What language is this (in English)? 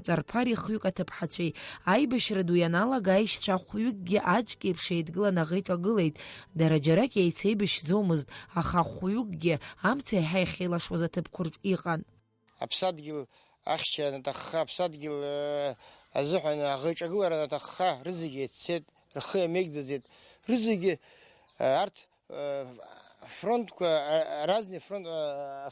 Abkhazian